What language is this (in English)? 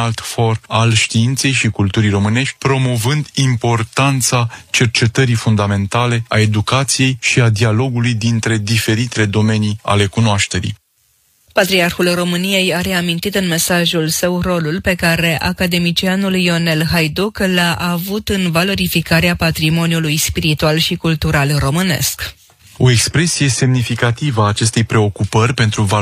Romanian